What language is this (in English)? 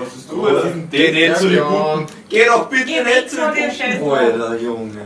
Bavarian